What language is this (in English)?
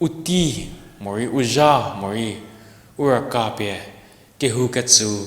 Angami Naga